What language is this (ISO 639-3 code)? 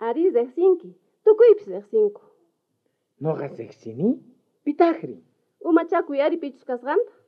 quh